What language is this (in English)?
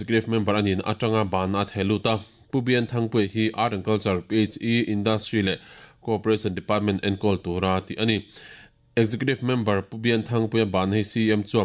Mizo